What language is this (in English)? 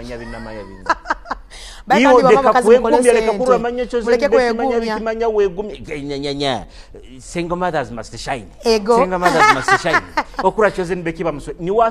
Tooro